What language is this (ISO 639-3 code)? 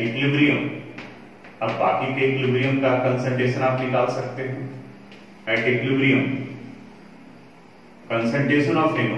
hin